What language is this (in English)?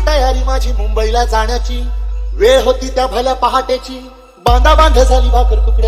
Marathi